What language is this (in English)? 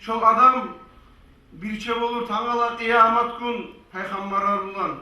Kumyk